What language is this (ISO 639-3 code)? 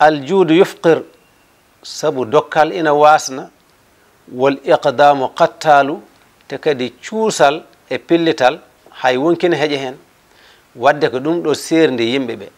ful